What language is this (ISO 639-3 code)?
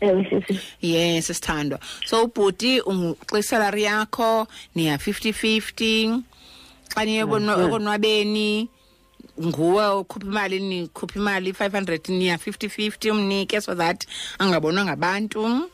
xho